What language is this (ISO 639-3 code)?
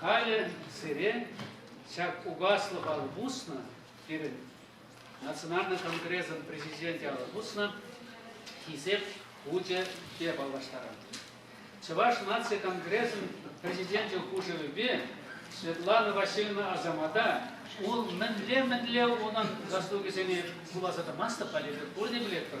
chv